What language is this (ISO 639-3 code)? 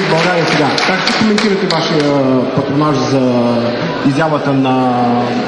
bul